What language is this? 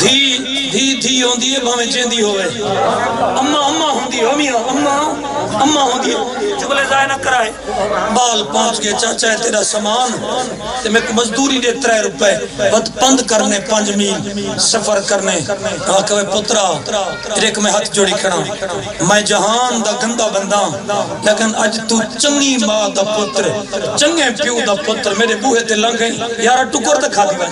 Saraiki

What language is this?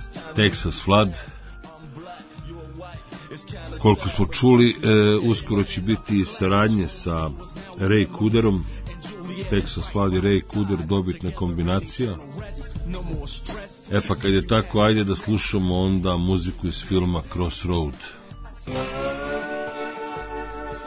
Serbian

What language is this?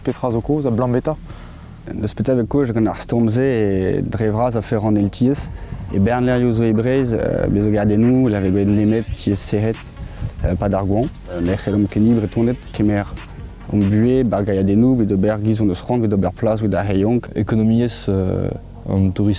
Breton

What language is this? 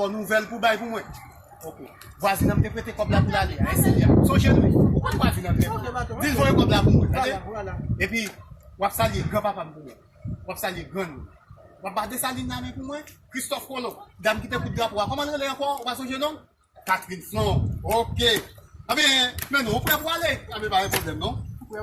Haitian Creole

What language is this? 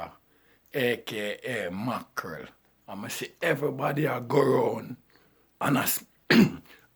Jamaican Creole English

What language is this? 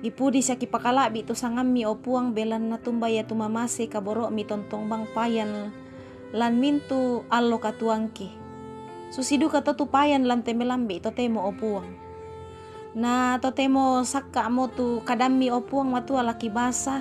Toraja-Sa'dan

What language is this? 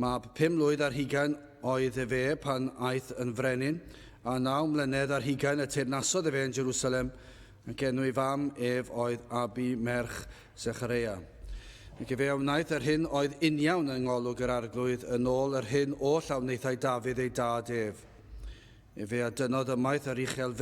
Welsh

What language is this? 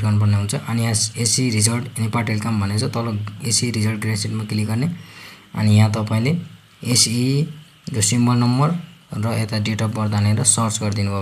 Nepali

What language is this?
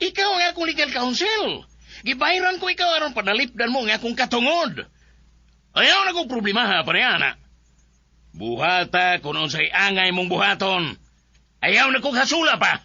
Cebuano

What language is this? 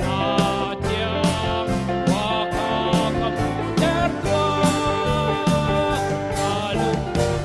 Hakha Chin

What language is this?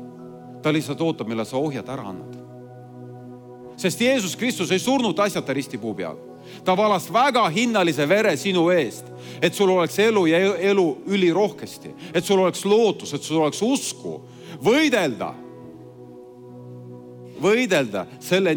Estonian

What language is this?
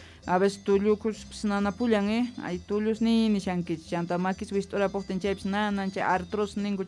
South Bolivian Quechua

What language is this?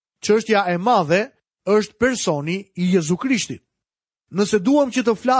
Albanian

